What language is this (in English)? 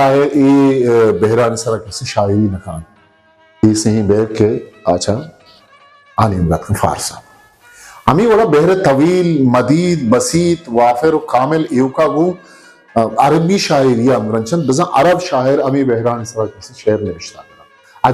Eastern Balochi